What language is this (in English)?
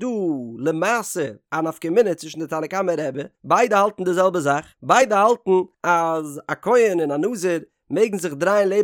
Yiddish